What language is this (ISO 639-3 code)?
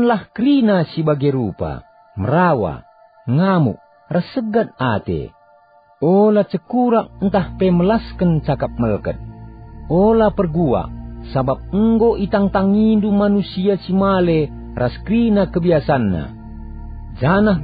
btx